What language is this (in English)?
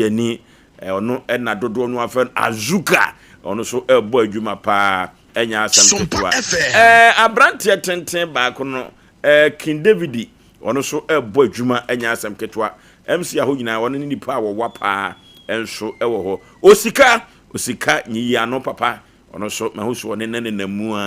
Akan